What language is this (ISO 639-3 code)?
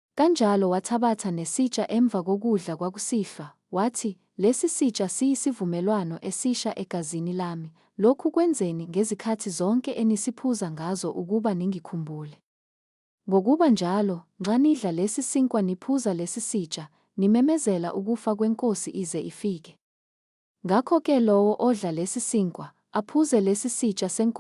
zul